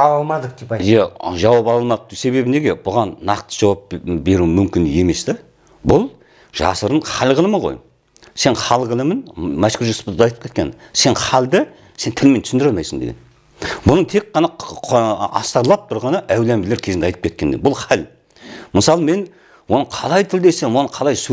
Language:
Kazakh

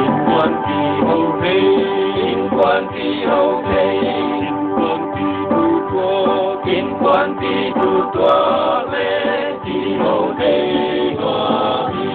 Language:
Paite Chin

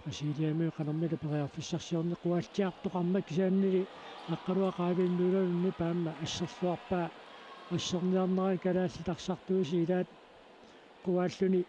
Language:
Kalaallisut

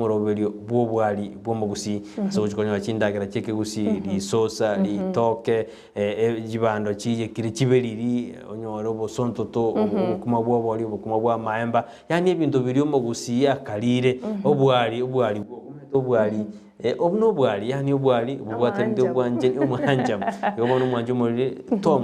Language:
Gusii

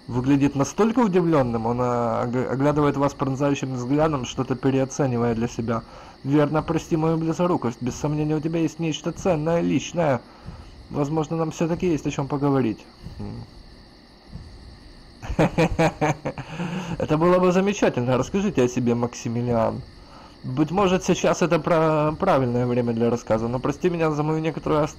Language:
Russian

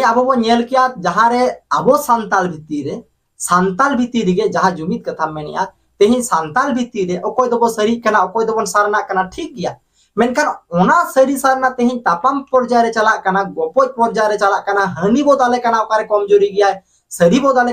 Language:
Santali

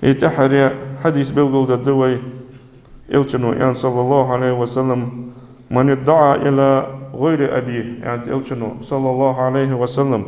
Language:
Ingush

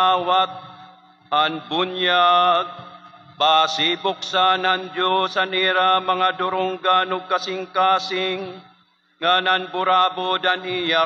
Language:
Waray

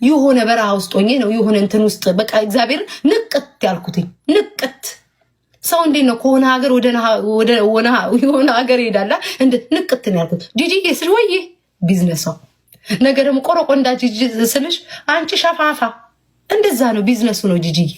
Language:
Amharic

